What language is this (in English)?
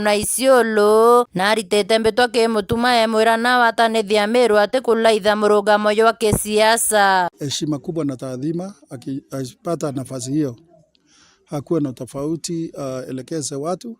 Meru